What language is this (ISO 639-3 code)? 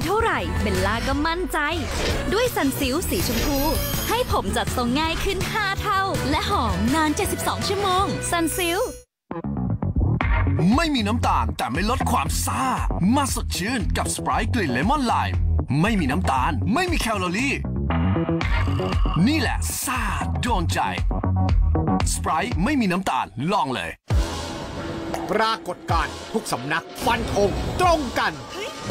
tha